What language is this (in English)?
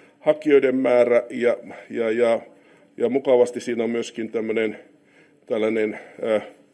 Finnish